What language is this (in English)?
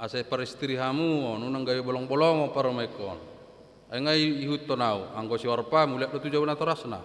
Batak Toba